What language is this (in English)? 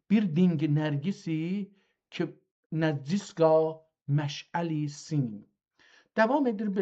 South Azerbaijani